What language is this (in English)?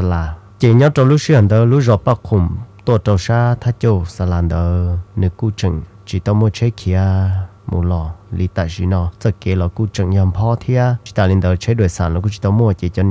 Hmong